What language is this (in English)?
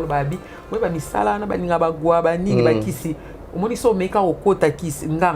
Lingala